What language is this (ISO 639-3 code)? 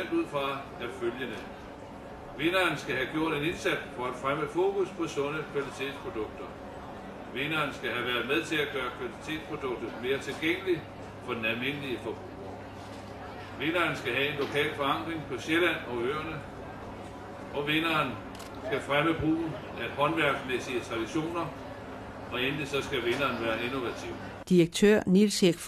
dan